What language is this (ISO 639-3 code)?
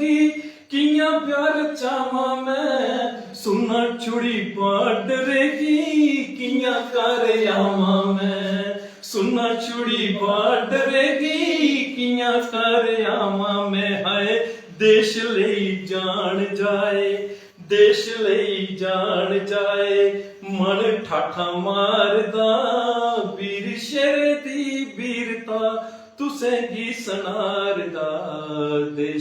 doi